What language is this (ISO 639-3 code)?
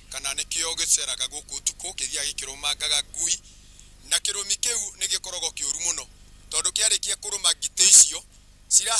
kik